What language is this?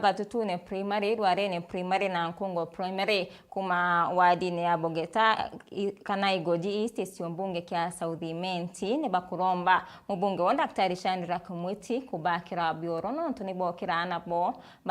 Meru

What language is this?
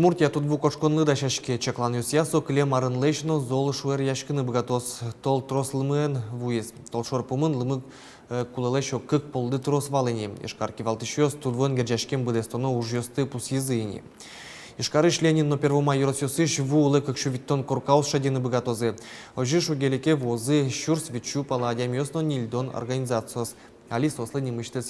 Udmurt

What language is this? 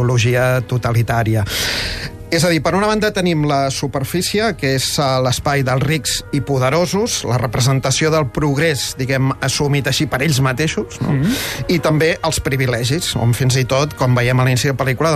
Catalan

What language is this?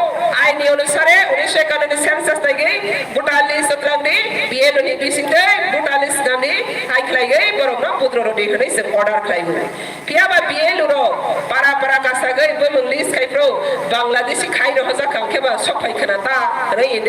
Kok Borok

